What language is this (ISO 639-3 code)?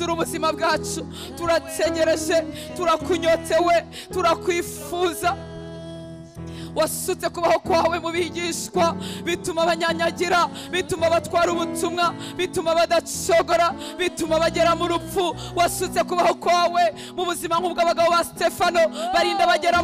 kin